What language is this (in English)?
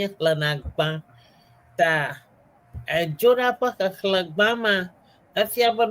Ewe